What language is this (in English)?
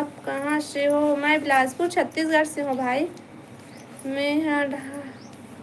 Chhattisgarhi